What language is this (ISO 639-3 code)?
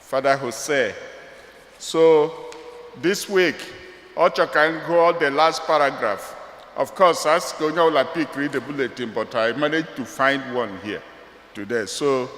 ibo